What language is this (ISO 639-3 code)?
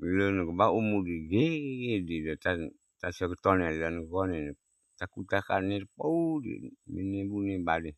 ksw